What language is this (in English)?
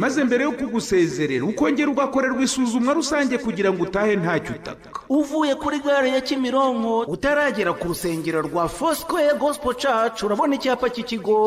Kinyarwanda